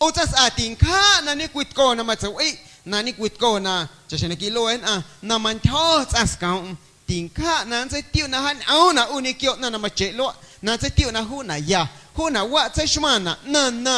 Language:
Guerrero Amuzgo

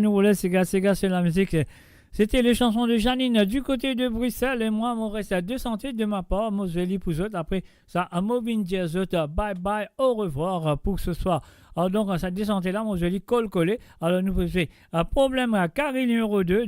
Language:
Morisyen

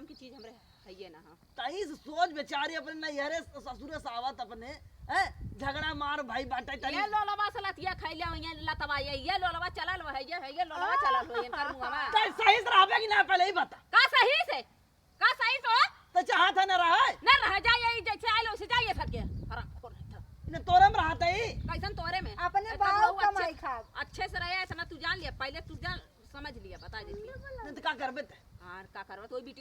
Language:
Awadhi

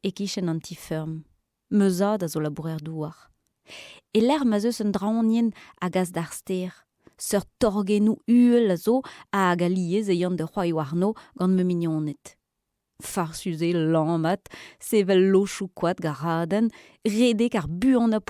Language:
Breton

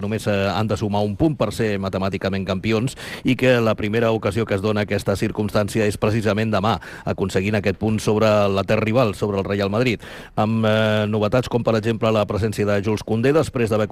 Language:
Catalan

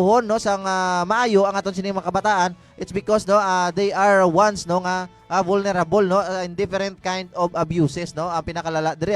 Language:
Hiligaynon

